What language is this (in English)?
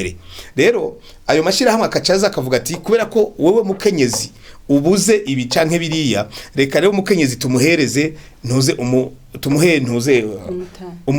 Rundi